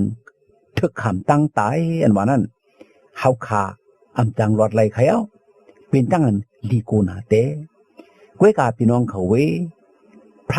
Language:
Shan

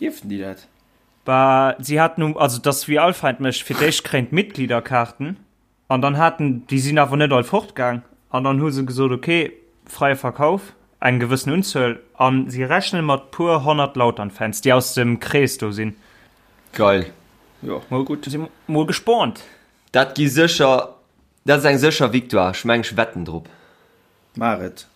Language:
Luxembourgish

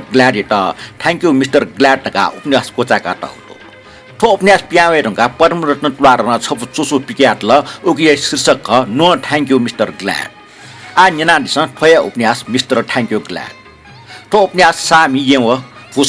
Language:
Newari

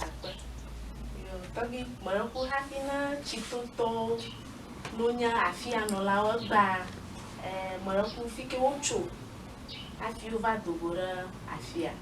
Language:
Ewe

